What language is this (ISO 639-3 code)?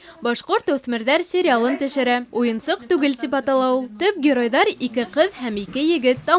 bak